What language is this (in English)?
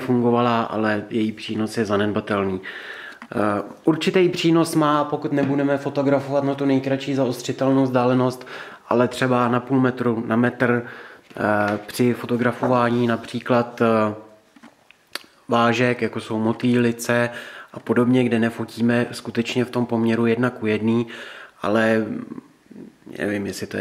Czech